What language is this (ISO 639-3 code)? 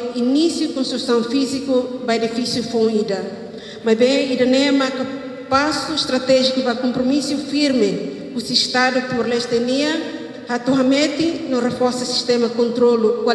tet